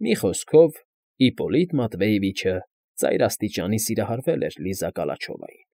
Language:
Armenian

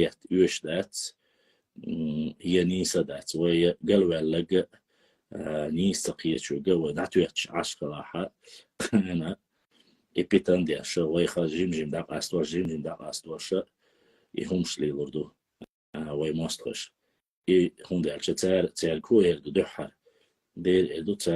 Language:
Chechen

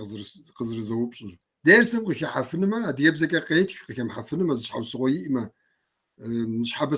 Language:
Kabardian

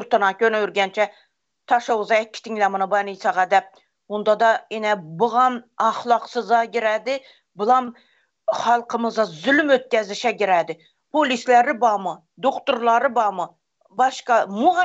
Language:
Turkmen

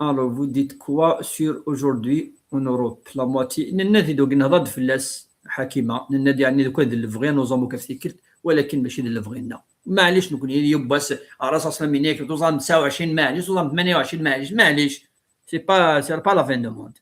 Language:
Kabyle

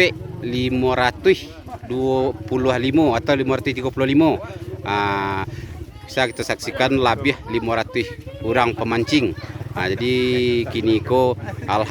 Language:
Minangkabau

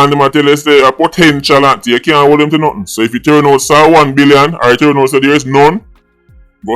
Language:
Jamaican Creole English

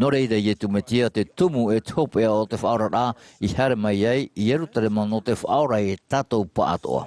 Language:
Tahitian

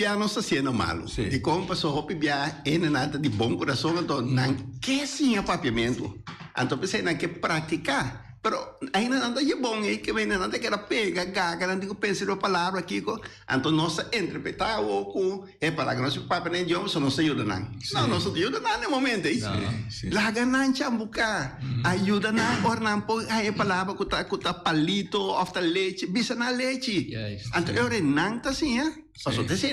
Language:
Papiamento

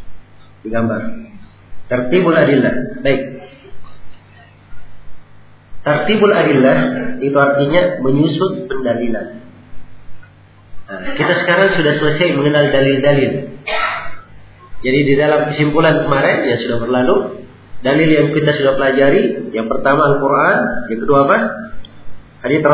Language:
Indonesian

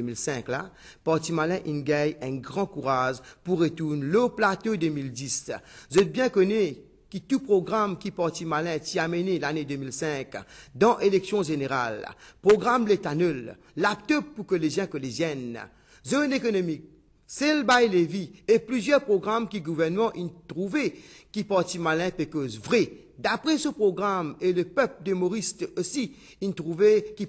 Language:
Morisyen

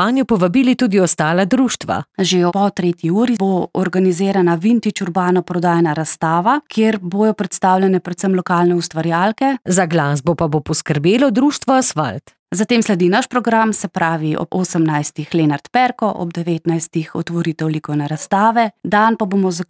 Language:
Slovenian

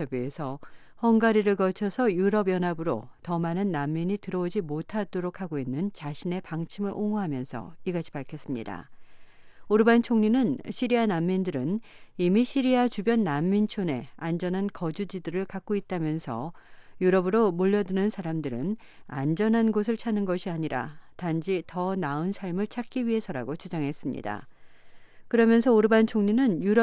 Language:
Korean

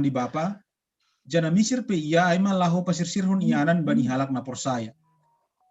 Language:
Batak Simalungun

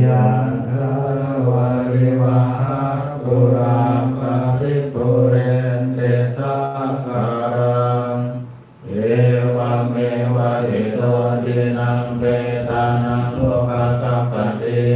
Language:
Pali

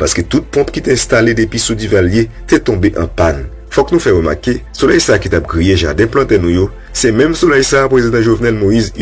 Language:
Haitian Creole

